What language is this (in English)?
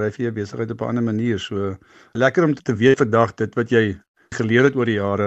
Afrikaans